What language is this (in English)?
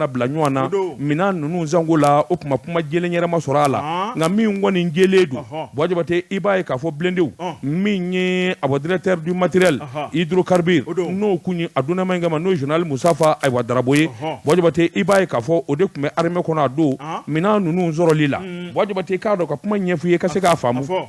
Bambara